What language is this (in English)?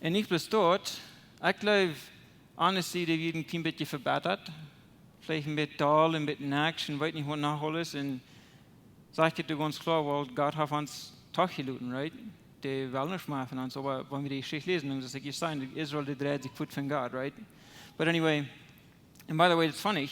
Plautdietsch